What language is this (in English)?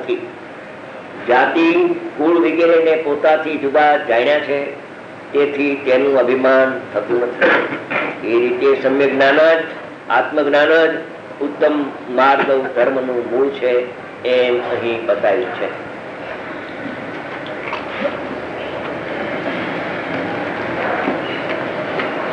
Gujarati